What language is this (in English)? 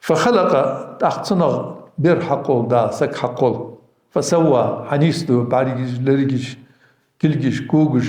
Ingush